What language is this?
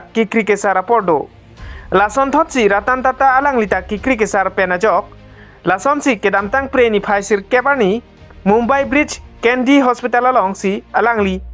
Karbi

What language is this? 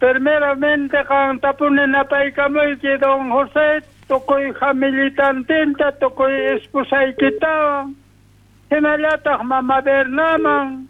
South Bolivian Quechua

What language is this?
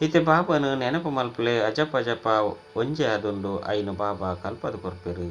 Tulu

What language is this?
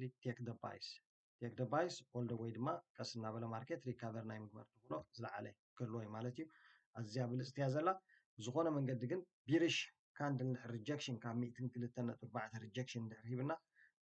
Tigrinya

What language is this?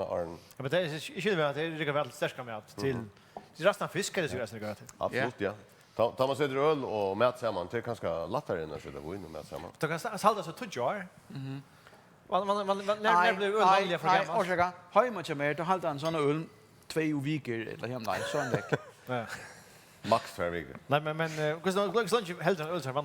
Faroese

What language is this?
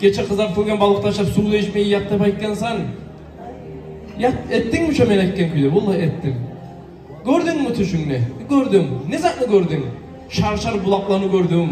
Kumyk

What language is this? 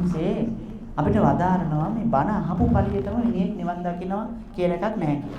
Sinhala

